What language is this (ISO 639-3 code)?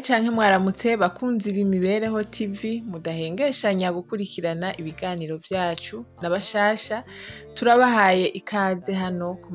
run